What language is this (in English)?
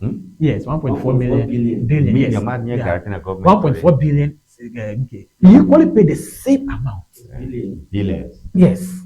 Ewe